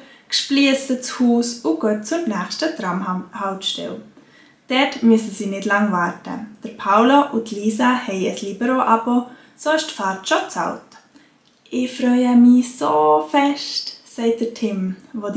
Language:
Swiss German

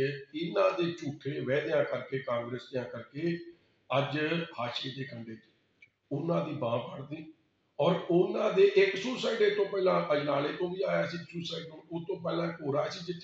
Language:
Punjabi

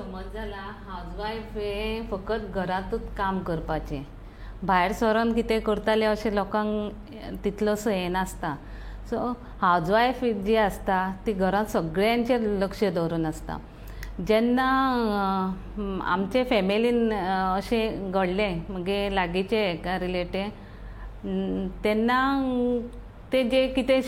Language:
Konkani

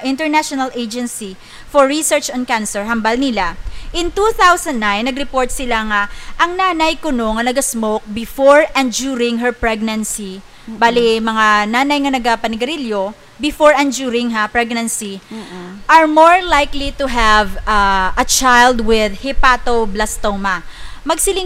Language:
Hiligaynon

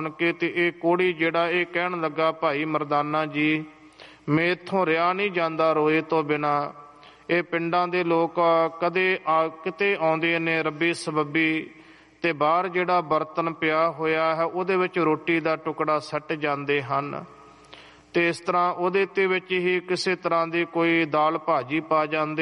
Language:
Punjabi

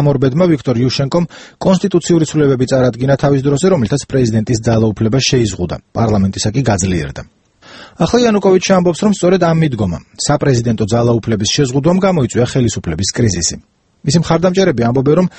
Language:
Georgian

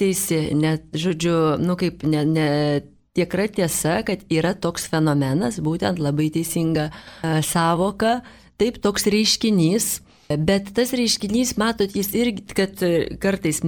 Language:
Lithuanian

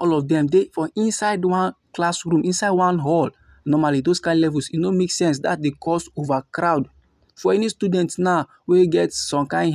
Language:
Nigerian Pidgin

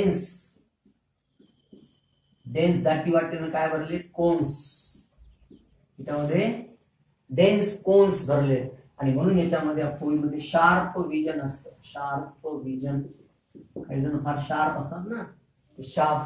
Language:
Marathi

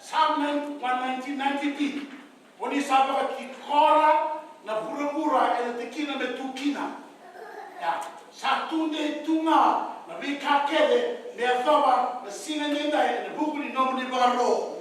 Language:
Fijian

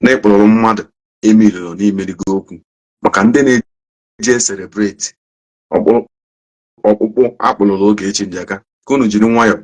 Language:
Igbo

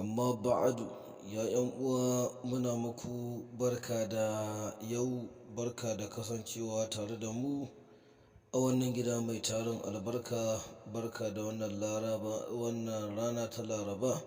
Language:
Hausa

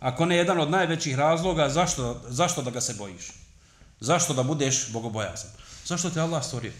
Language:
Bosnian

